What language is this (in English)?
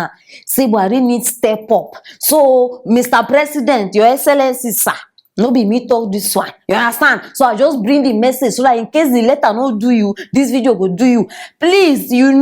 Nigerian Pidgin